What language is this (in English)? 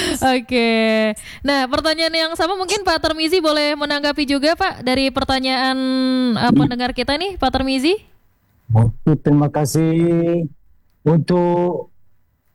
Indonesian